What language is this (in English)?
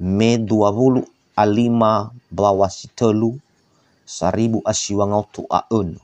Nias